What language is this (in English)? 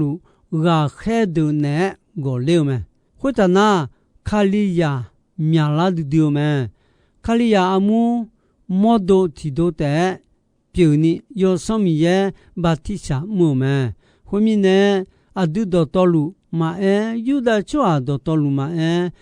Akha